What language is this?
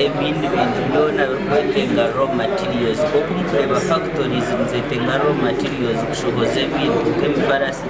Nyankole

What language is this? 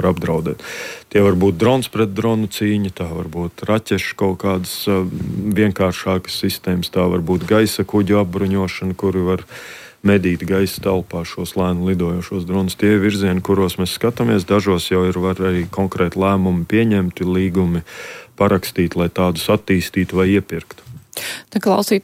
Latvian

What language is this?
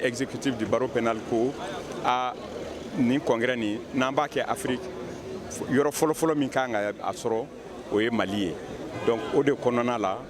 Bambara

